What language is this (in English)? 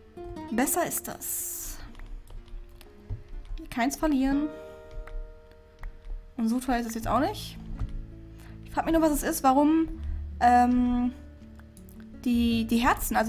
German